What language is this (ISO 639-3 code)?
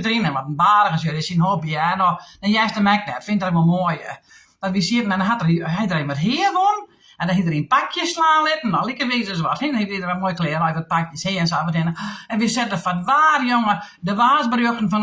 fry